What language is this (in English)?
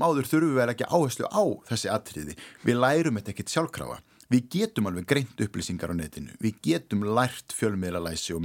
Icelandic